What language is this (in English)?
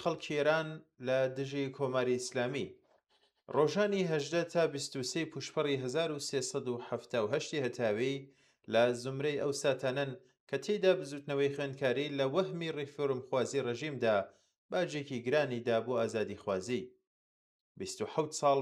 Central Kurdish